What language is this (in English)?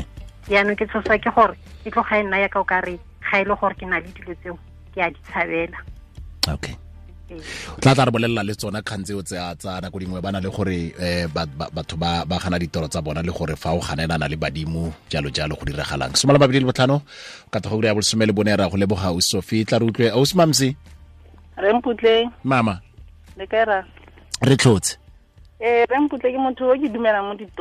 Tswana